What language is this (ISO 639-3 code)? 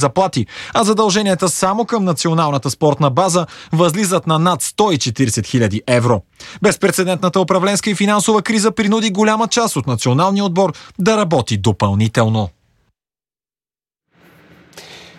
bul